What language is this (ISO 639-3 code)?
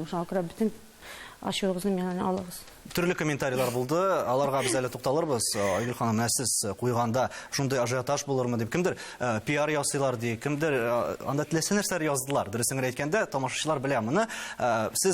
tat